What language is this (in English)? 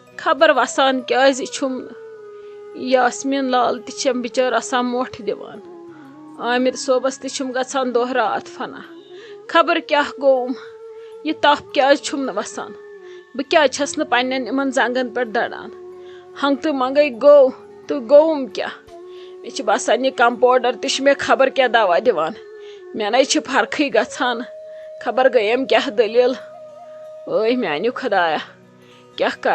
Kashmiri